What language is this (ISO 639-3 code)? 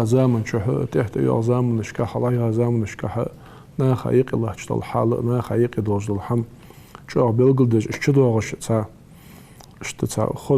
inh